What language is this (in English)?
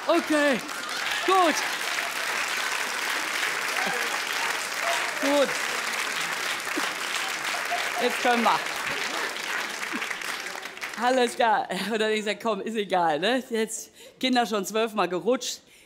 German